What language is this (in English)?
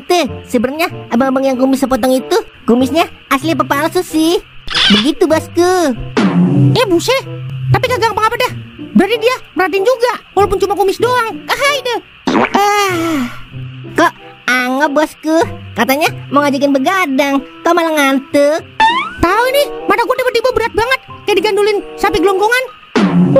Betawi